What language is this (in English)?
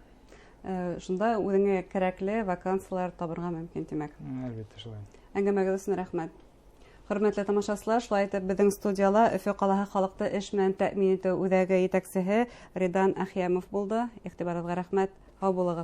Bashkir